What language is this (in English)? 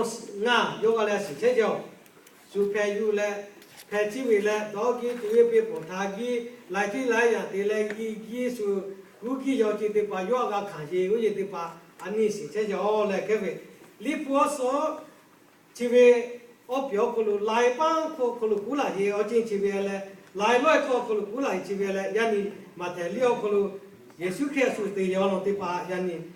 Lahu